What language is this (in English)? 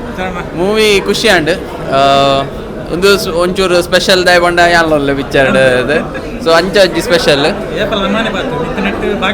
Tulu